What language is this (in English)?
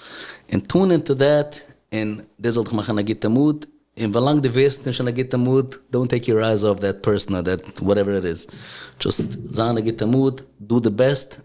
Yiddish